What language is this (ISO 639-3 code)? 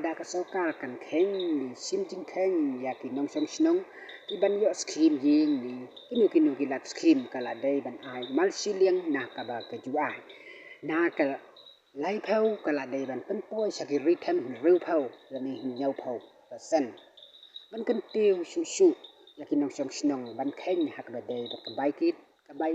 kha